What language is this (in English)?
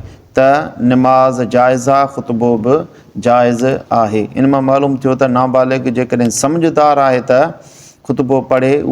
Sindhi